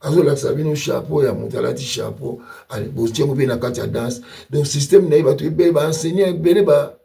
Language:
Lingala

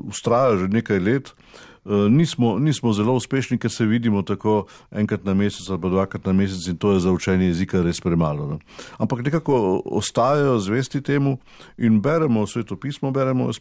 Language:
Slovenian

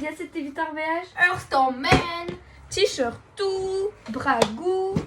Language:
Breton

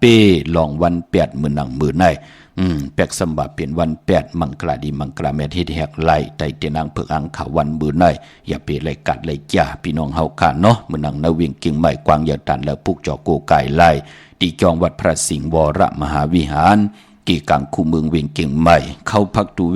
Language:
Shan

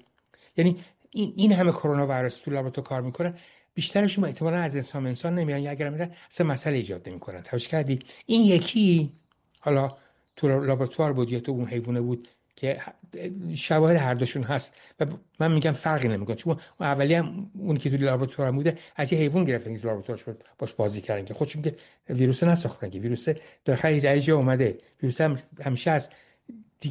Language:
Persian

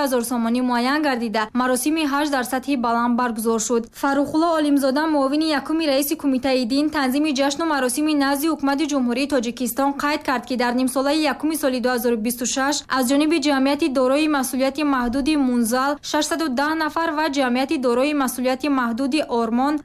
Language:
Tajik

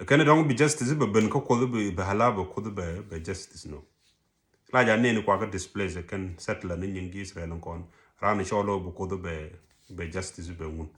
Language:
Nuer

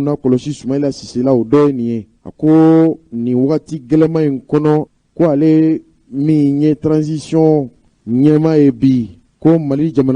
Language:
Bambara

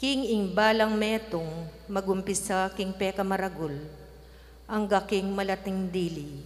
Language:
Pampanga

